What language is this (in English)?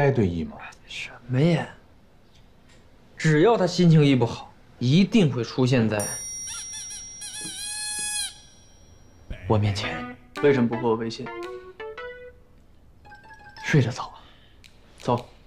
Chinese